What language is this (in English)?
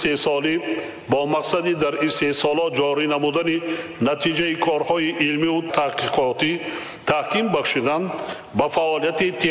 Tajik